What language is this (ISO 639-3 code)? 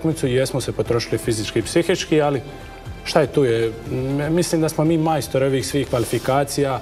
hrv